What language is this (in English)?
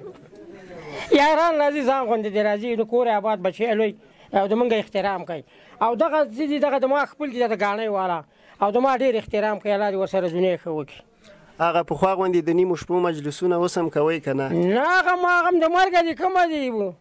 Pashto